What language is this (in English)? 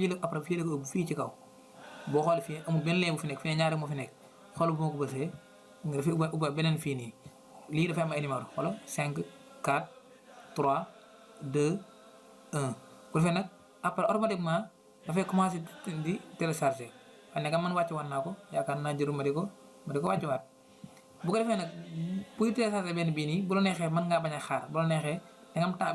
Wolof